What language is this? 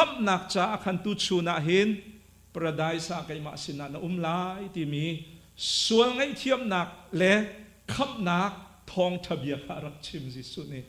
Hakha Chin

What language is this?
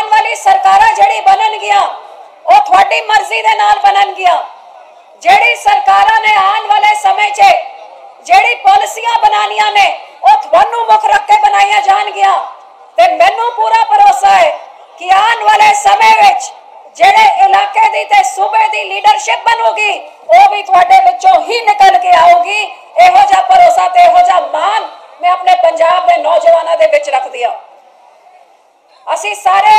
Punjabi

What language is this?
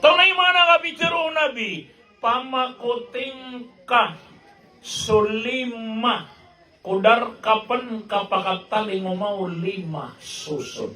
Maranao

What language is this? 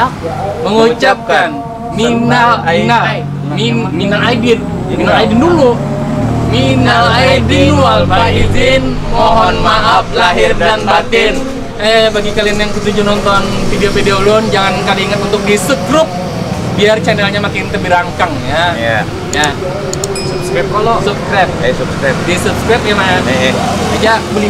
Banjar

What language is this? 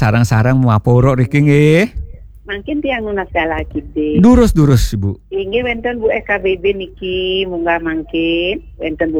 Balinese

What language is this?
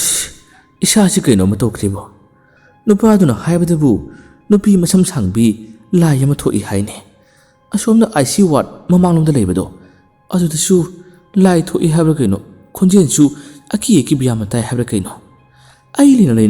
Manipuri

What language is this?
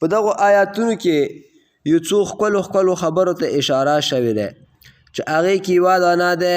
Pashto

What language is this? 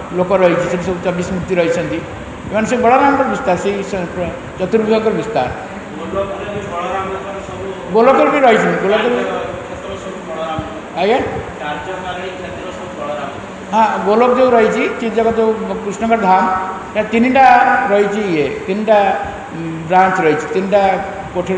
Odia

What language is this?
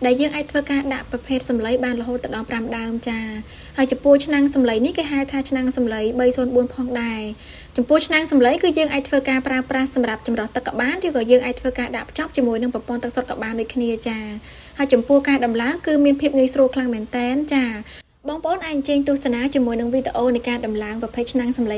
Khmer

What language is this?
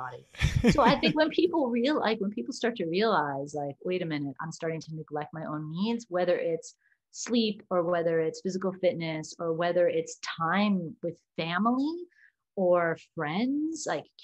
English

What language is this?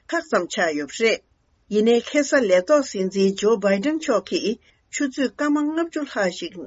Tibetan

